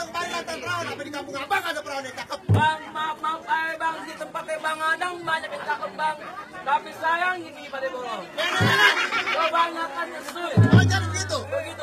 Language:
Betawi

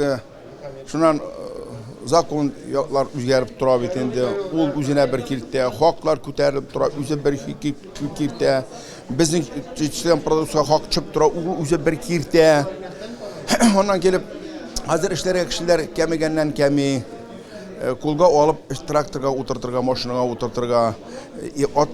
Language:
Tatar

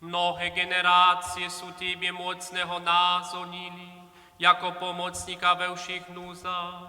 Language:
Upper Sorbian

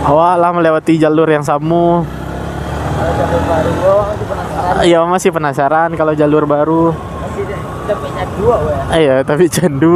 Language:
Minangkabau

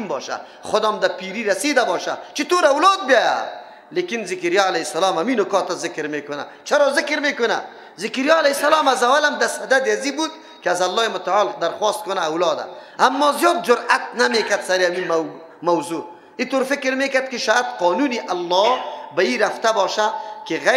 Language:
Persian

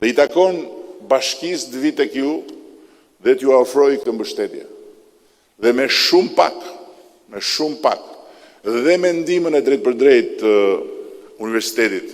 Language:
Albanian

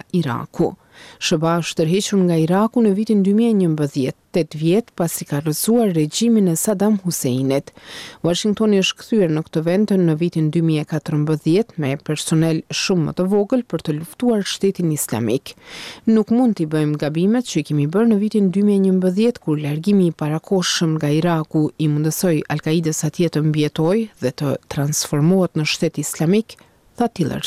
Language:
Albanian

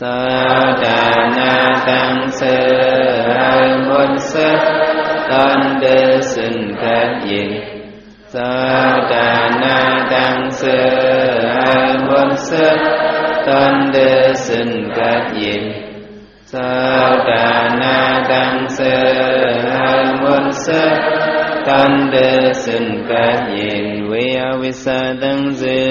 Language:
Shan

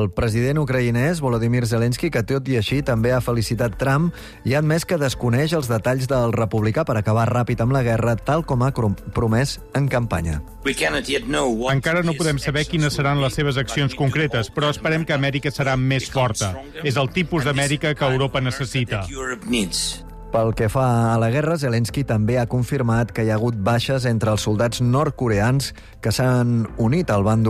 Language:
Catalan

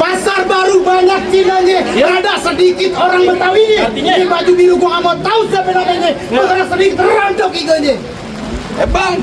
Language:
Betawi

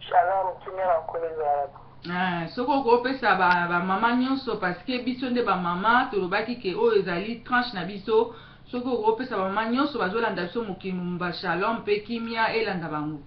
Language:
Lingala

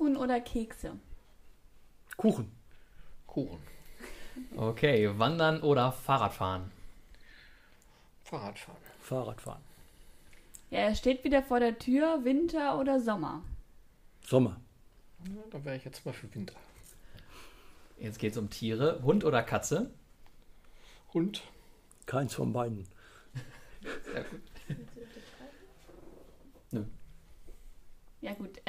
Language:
German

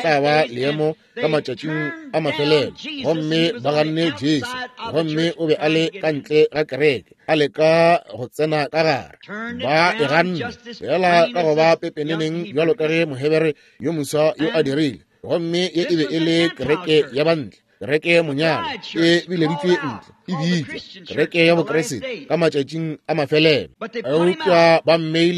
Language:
Northern Sotho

